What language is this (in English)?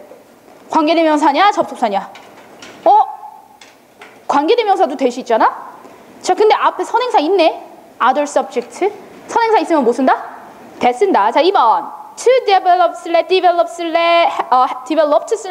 Korean